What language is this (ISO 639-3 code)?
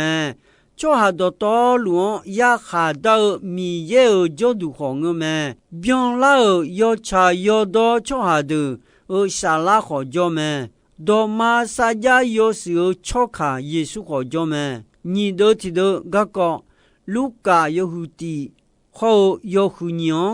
ahk